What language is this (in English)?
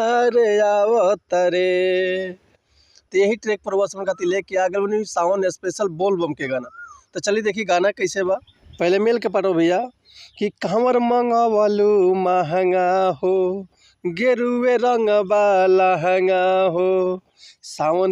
Bhojpuri